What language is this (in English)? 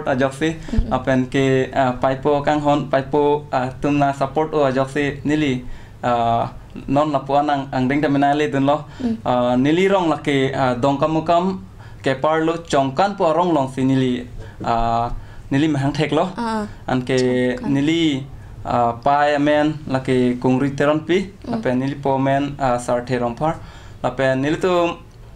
Karbi